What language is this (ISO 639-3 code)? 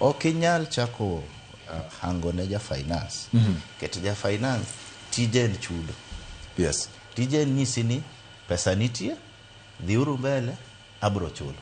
luo